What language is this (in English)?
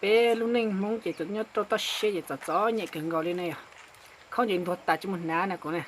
Hmong